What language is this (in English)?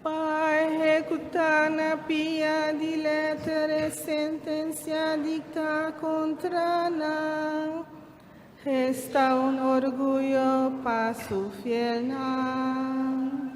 Papiamento